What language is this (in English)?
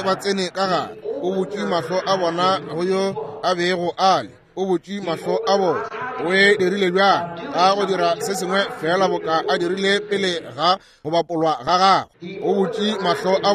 Northern Sotho